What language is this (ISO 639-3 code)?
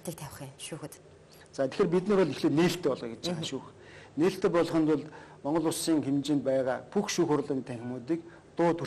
mon